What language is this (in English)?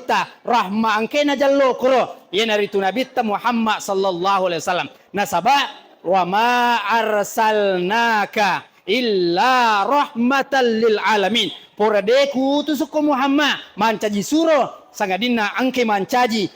Buginese